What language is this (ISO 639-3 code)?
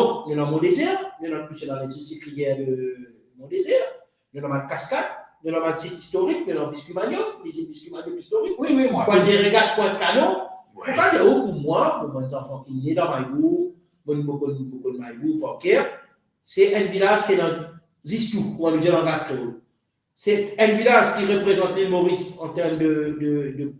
mfe